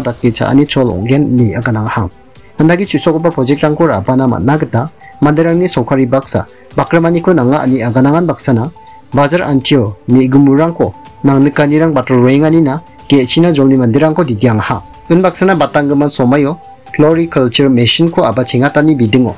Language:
Garo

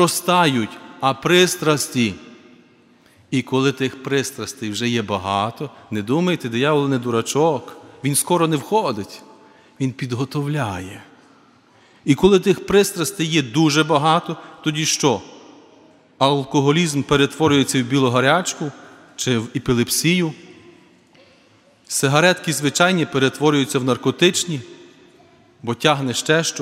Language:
Ukrainian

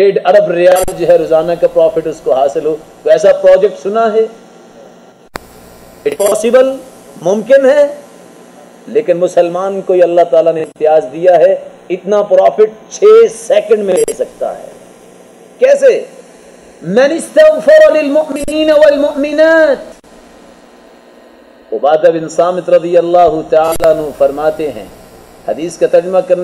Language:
Urdu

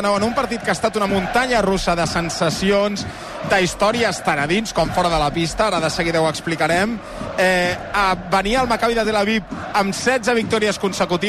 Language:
Catalan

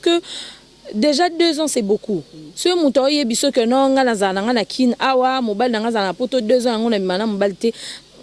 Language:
Lingala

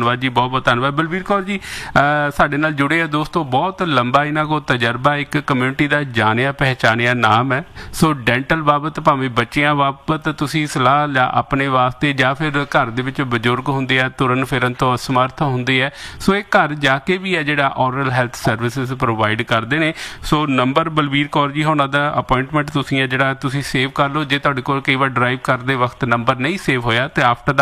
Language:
Punjabi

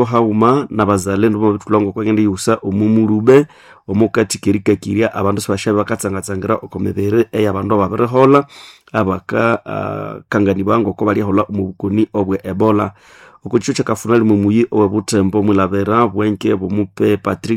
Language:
Nande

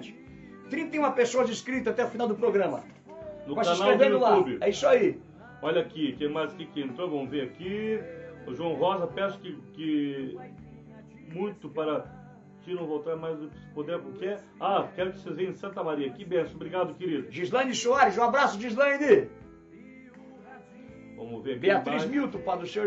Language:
Portuguese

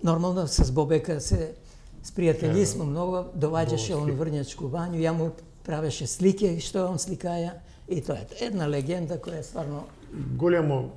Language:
Macedonian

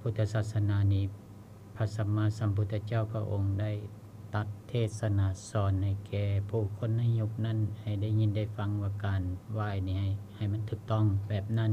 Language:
Lao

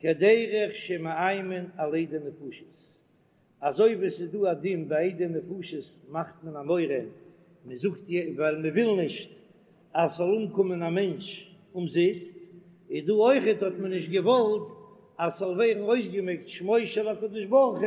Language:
Yiddish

